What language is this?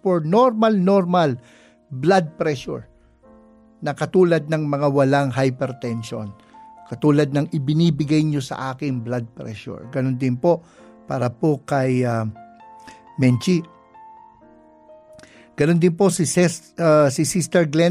Filipino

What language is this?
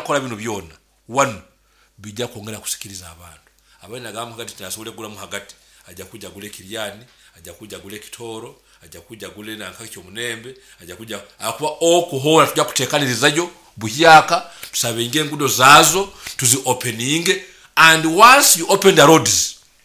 Nyoro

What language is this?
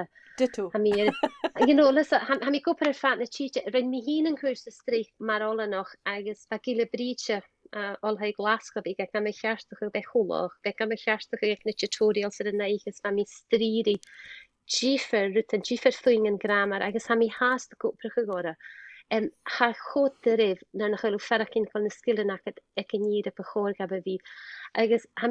Scottish Gaelic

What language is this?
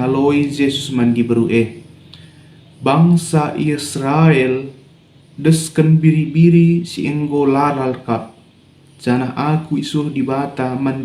Batak Karo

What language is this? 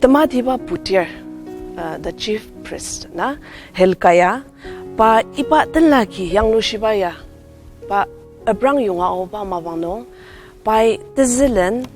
Ao Naga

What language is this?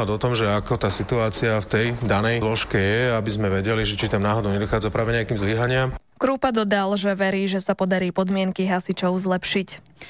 Slovak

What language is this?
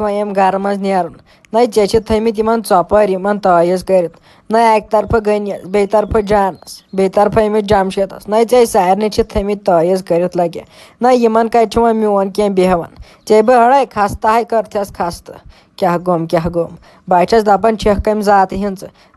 Kashmiri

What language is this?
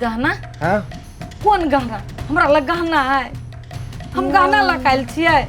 Maithili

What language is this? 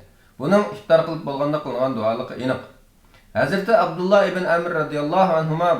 Uyghur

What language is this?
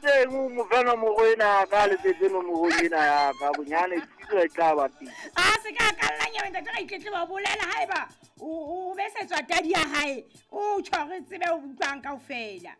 Southern Sotho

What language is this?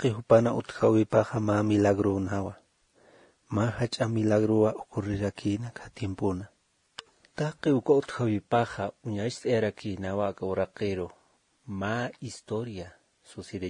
Aymara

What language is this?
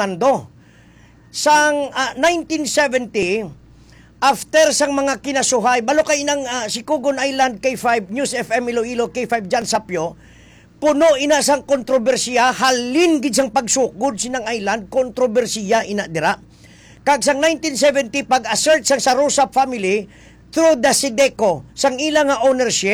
Hiligaynon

